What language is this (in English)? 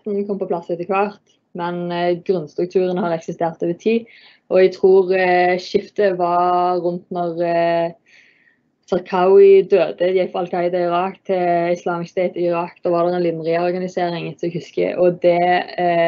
Norwegian